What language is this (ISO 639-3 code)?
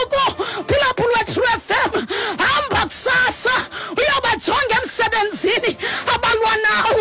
xho